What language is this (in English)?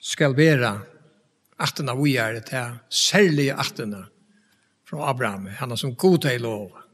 Faroese